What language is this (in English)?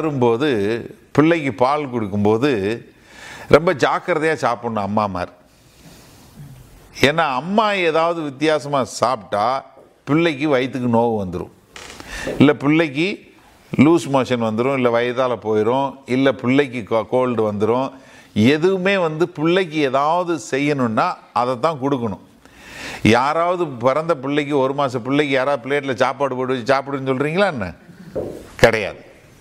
Tamil